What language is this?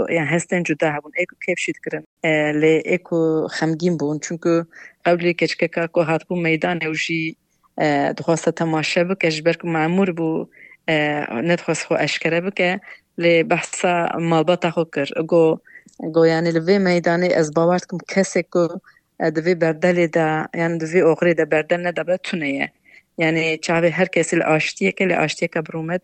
Kurdish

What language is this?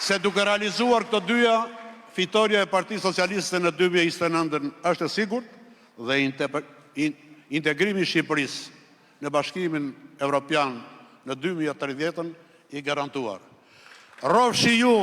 Albanian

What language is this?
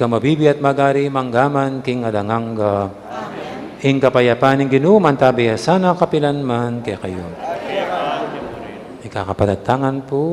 Pampanga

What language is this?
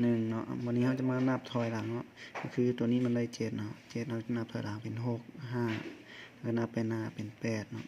Lao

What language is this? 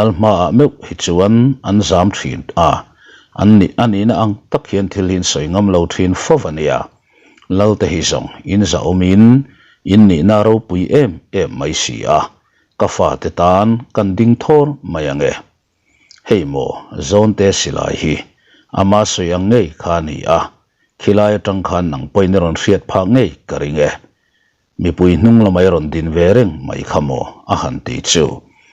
Mizo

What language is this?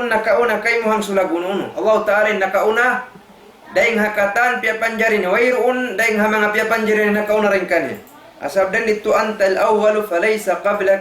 Tausug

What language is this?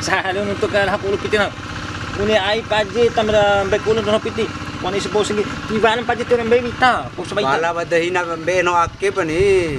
Bima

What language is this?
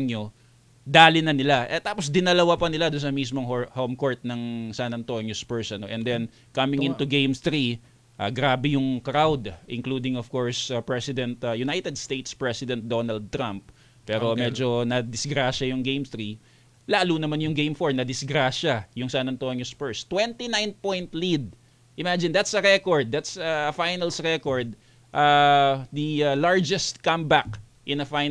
Filipino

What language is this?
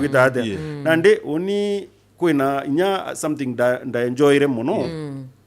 Meru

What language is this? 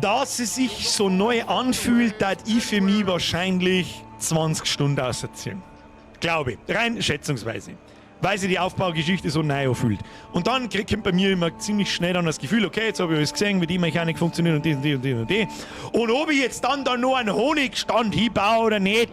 Bavarian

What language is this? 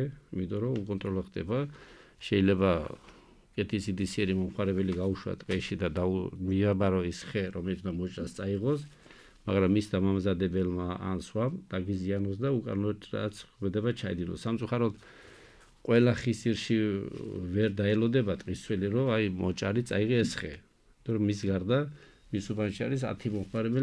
Georgian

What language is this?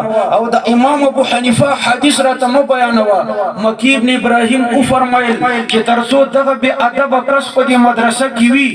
Pashto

